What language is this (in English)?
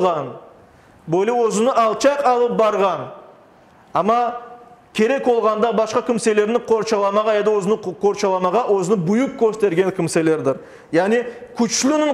Crimean Tatar